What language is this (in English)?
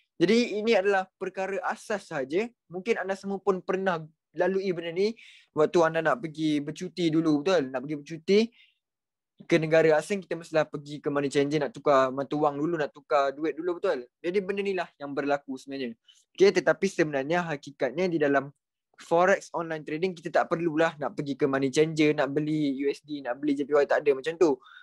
Malay